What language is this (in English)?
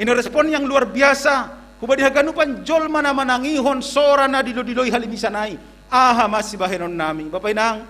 Batak Simalungun